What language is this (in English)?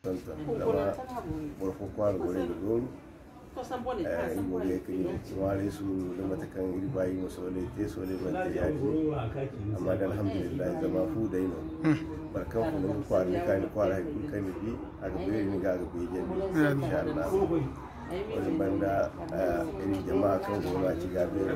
Zarma